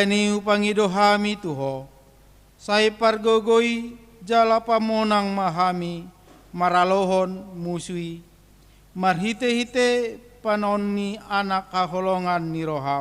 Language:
Batak Toba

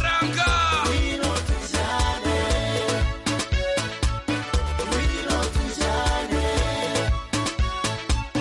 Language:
Kinyarwanda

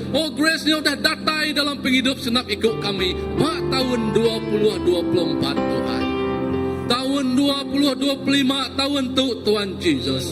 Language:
Iban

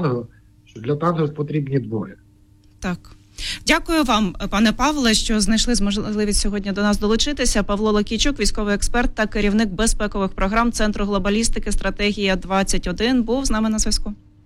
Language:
Ukrainian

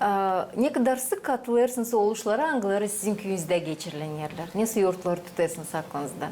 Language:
Gagauz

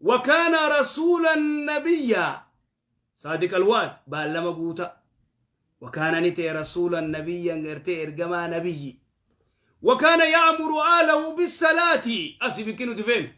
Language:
Oromo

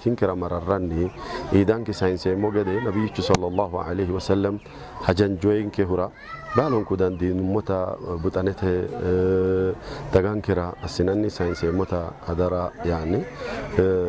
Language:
Sidamo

